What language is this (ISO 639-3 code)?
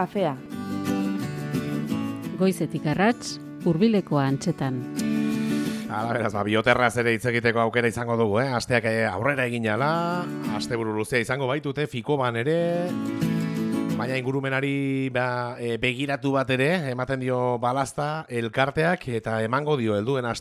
eus